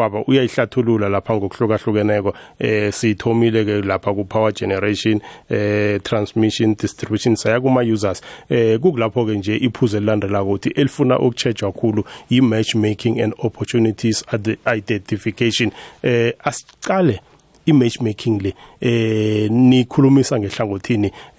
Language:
South Ndebele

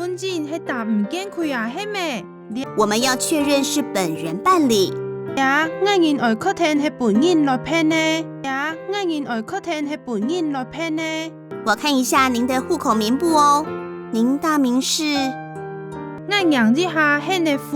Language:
Hakka Chinese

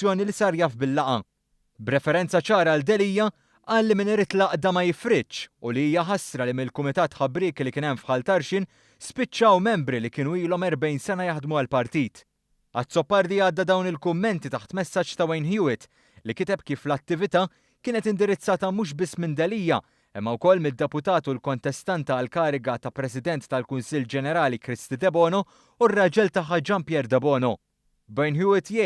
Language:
Maltese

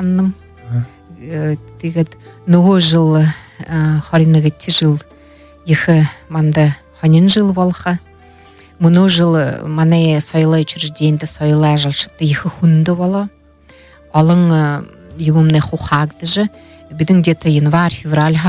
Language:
Buriat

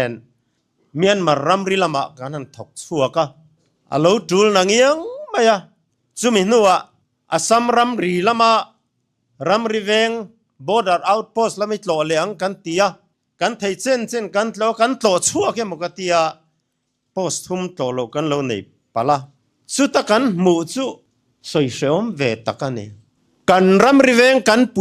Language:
Mizo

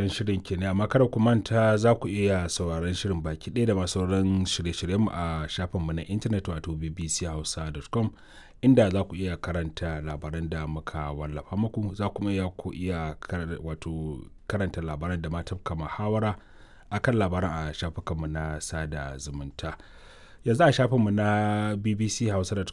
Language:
Hausa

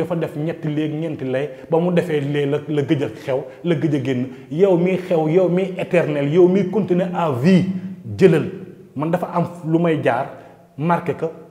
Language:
Wolof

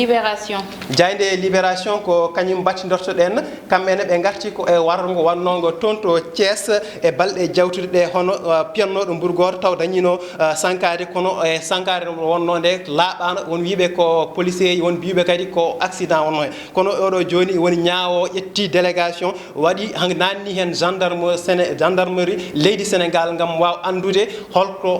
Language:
Fula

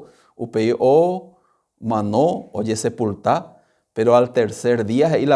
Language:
Guarani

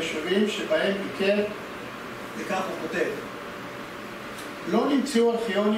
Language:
Hebrew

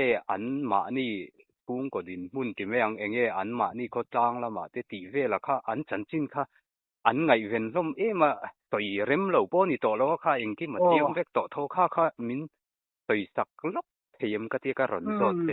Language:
Mizo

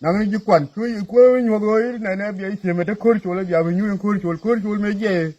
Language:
Nuer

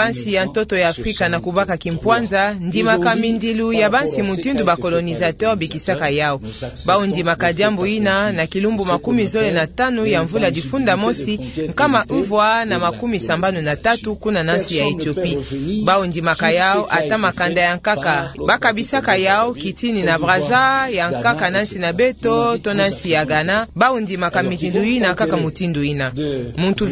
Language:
Kituba (Democratic Republic of Congo)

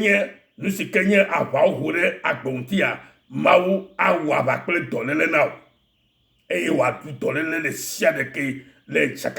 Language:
Ewe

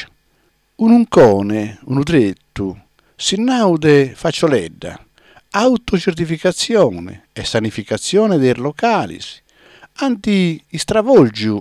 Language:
Sardinian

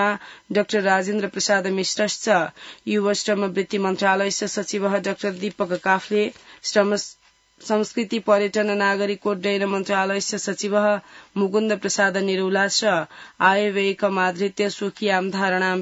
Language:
Sanskrit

